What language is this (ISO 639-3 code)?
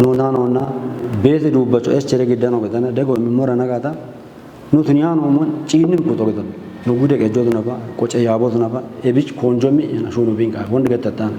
kbr